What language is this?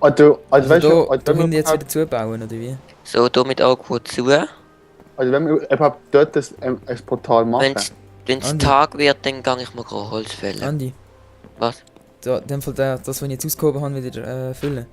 Swiss German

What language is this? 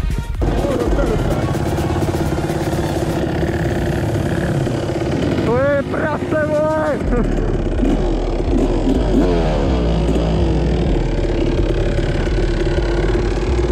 Czech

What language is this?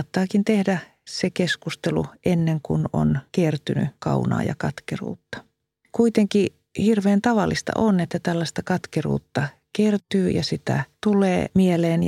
Finnish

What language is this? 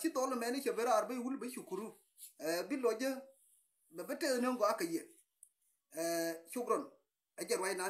Nuer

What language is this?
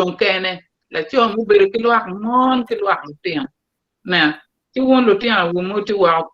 Acoli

